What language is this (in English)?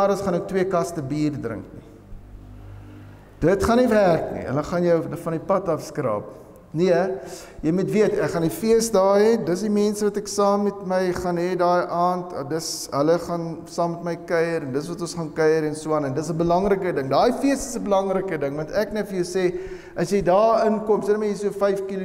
Afrikaans